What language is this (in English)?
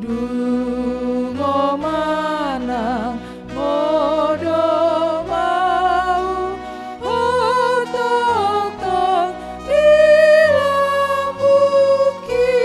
Batak Toba